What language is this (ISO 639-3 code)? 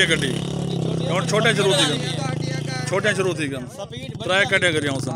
skr